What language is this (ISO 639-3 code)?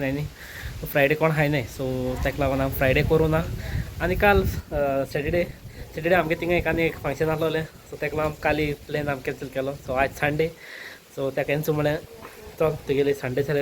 kok